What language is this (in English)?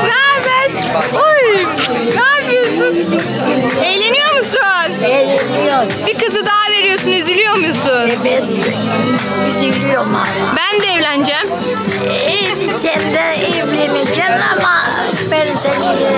Turkish